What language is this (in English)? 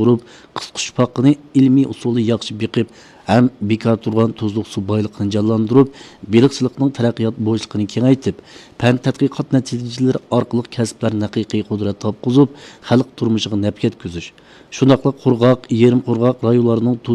Uyghur